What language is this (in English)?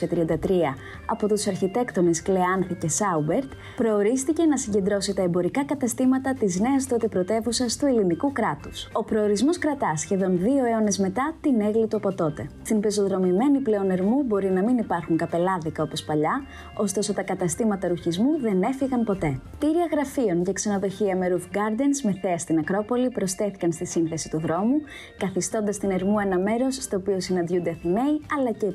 Greek